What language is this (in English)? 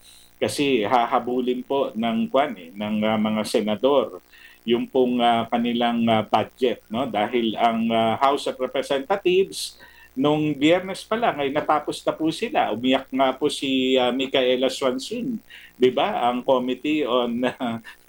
Filipino